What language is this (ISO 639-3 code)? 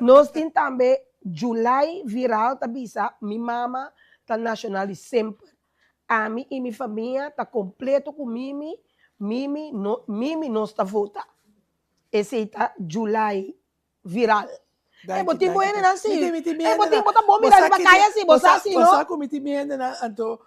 pap